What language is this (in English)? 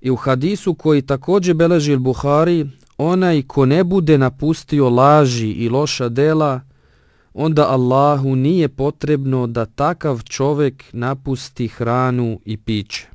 Bosnian